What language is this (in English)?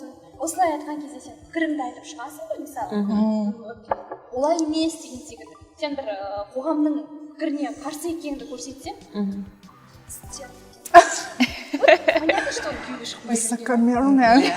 Kazakh